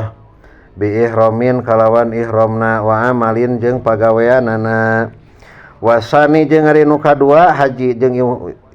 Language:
Sundanese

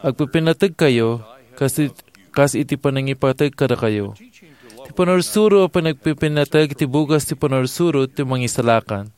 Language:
Iloko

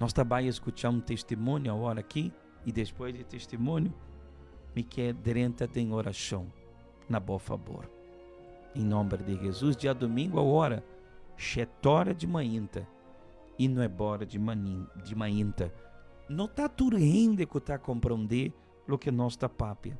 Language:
Papiamento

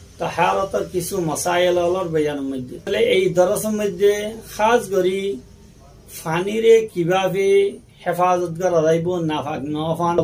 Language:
Rohingya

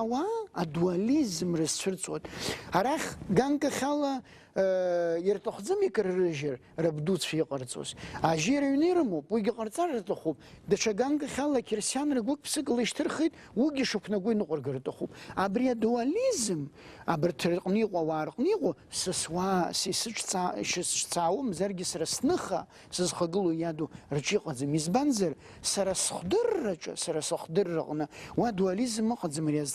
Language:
Abkhazian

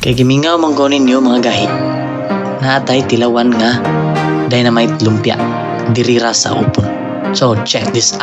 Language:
Cebuano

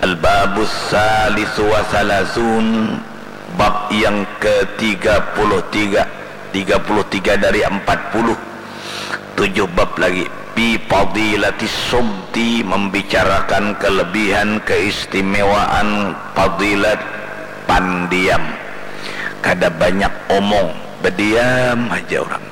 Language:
Banjar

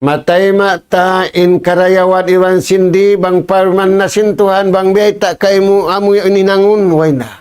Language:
Tausug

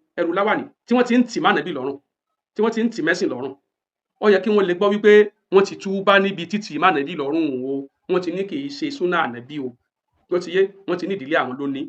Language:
Yoruba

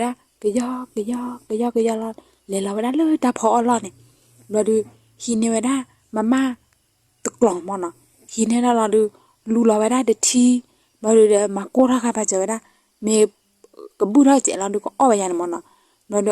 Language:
S'gaw Karen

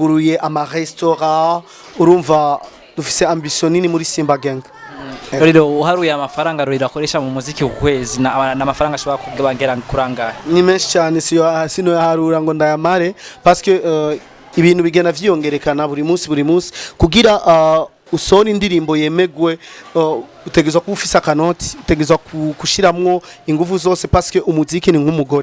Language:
Rundi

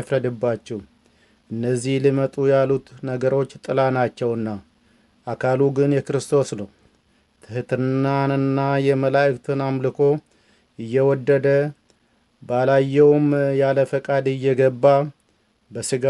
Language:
Amharic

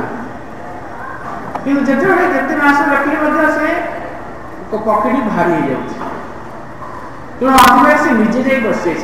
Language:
Odia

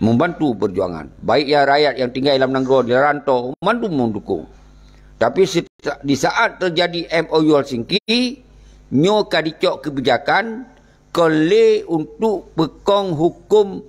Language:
Achinese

